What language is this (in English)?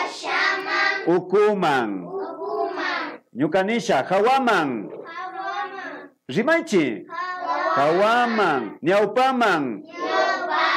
Imbabura Highland Quichua